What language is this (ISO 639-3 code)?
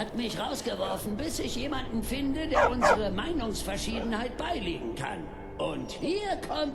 bar